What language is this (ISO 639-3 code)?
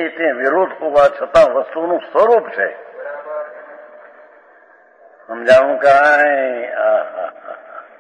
guj